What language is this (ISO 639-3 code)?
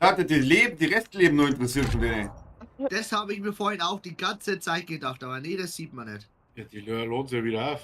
bar